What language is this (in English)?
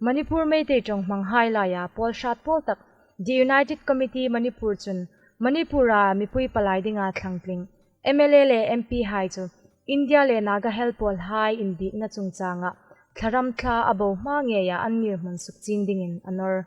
Hmar